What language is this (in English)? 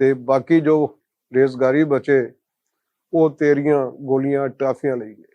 Western Panjabi